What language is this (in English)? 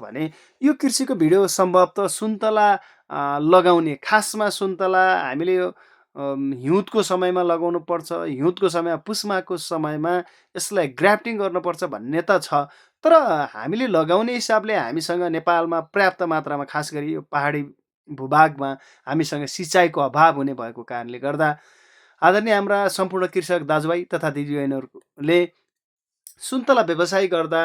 Nepali